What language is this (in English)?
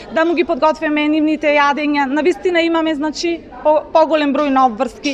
Macedonian